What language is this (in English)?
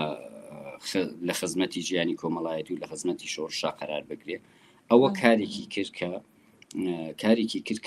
Central Kurdish